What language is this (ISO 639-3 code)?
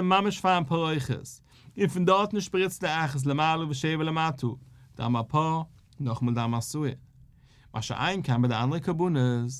yid